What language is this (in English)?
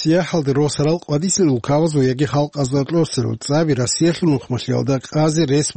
Avaric